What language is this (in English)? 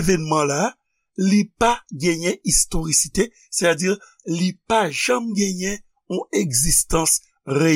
Haitian Creole